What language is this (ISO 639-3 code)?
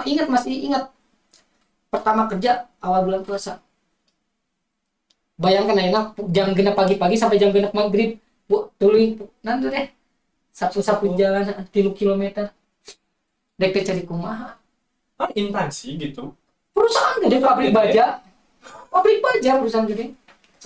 ind